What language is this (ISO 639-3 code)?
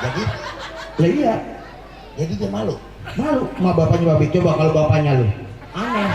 bew